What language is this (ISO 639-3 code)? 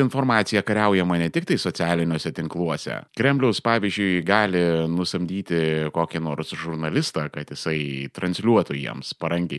lit